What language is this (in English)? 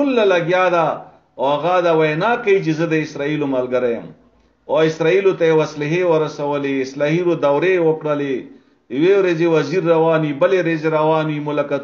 Pashto